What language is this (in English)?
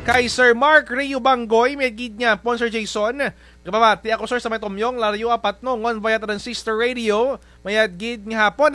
Kinaray-a